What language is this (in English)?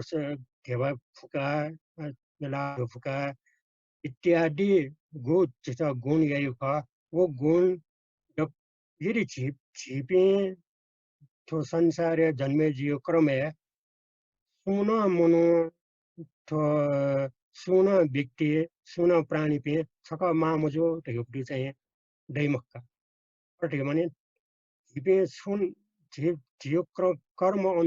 Newari